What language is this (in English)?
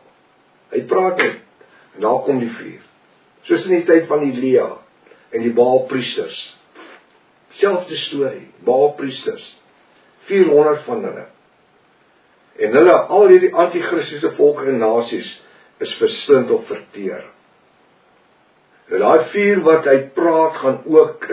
Afrikaans